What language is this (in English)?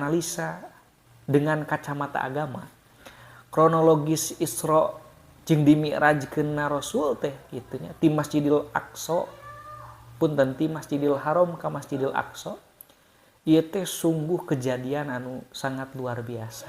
Sundanese